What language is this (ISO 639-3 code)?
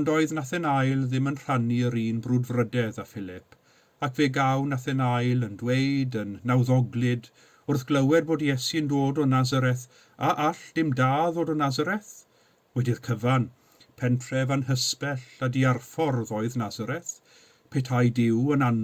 cym